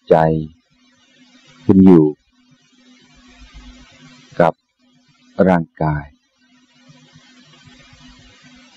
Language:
Thai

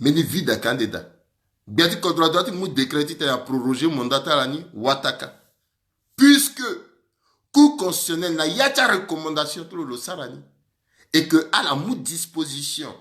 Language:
Sango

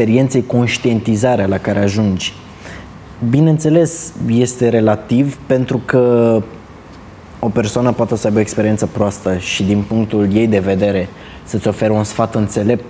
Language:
Romanian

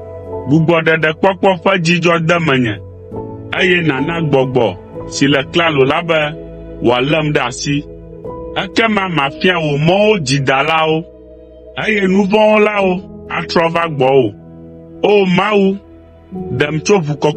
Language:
Ewe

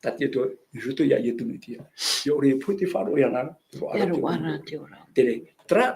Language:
Tahitian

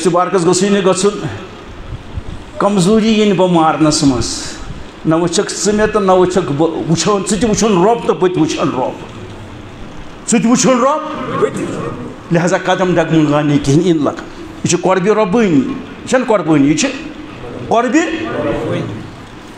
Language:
Kashmiri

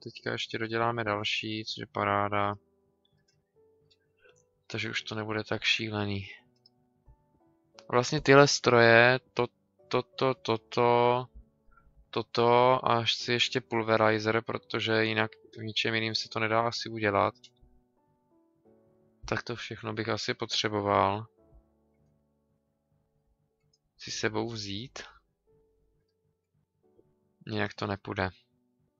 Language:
Czech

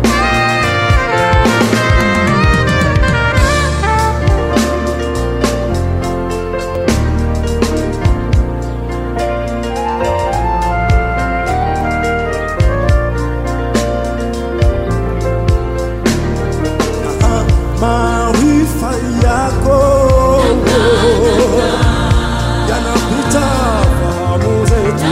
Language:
Swahili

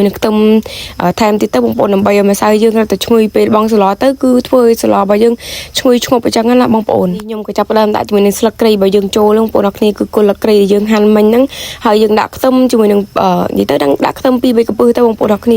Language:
Khmer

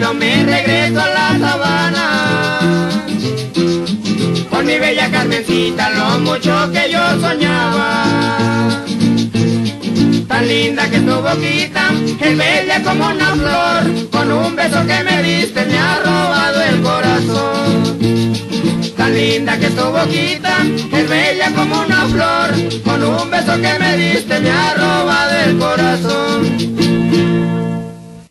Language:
Spanish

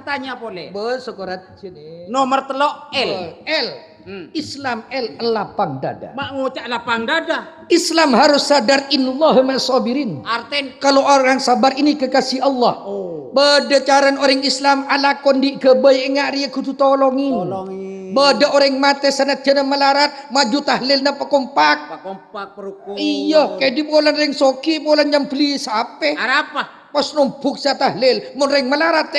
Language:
Madurese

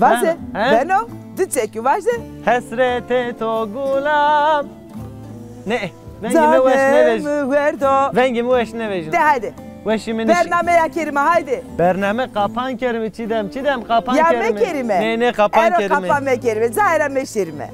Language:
Zaza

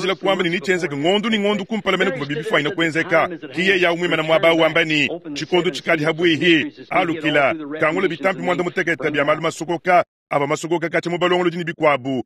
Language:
Luba-Lulua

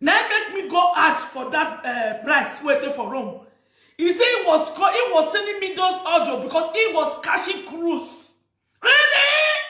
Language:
Nigerian Pidgin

